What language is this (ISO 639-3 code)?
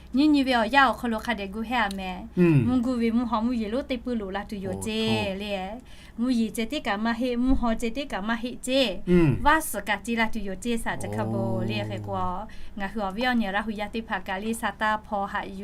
lhu